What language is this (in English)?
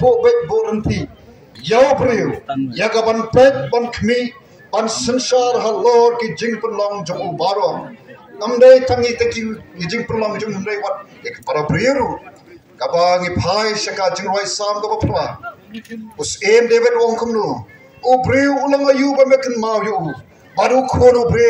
Khasi